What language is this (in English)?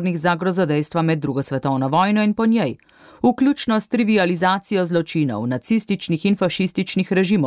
Slovenian